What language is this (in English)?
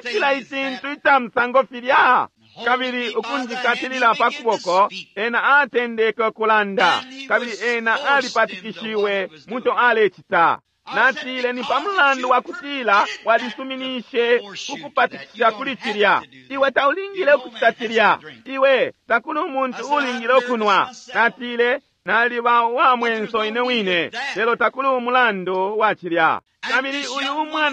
Bemba